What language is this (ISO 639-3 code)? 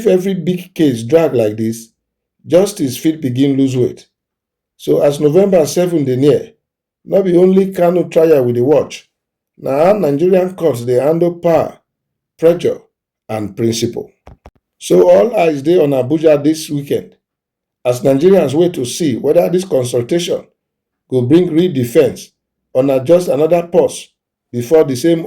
pcm